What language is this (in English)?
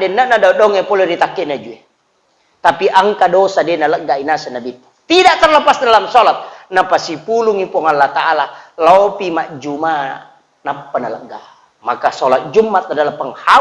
Buginese